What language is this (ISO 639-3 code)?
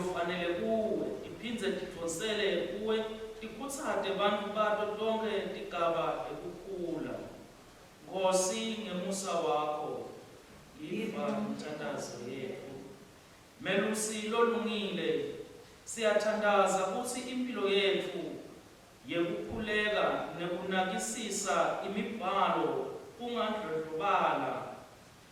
ssw